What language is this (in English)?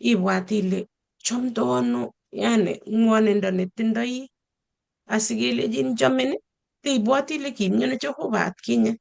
Kalenjin